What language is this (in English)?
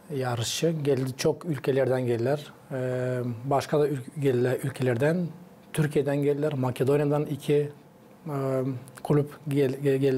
Gagauz